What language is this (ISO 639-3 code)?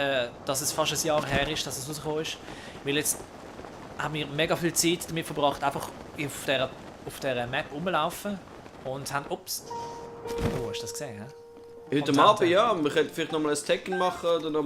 gsw